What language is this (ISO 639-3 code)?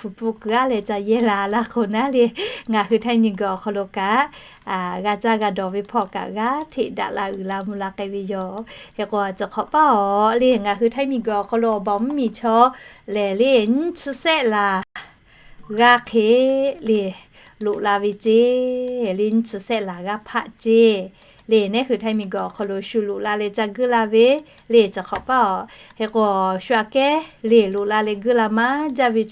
lhu